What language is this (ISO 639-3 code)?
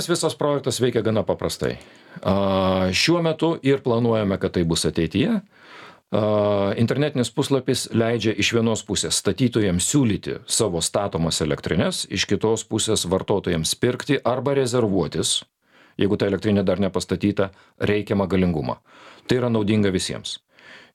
lit